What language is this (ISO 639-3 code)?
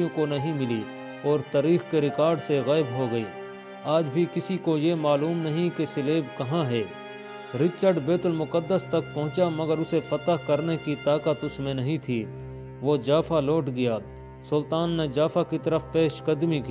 urd